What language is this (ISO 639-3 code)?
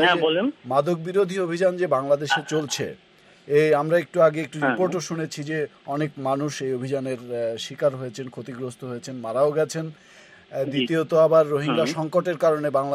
ben